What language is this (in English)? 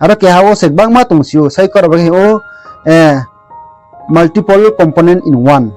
Riang (India)